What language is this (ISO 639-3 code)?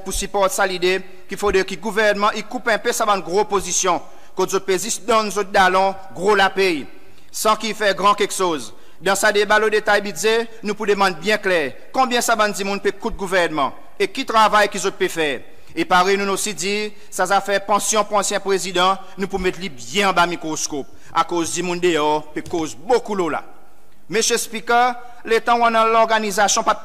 crs